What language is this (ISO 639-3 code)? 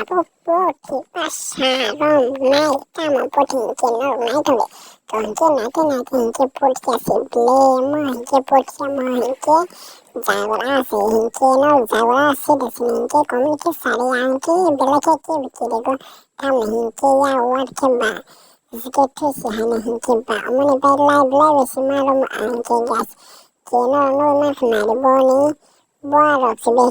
trp